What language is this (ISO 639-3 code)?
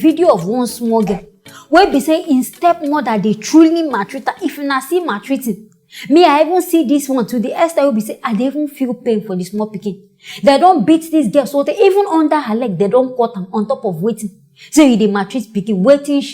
pcm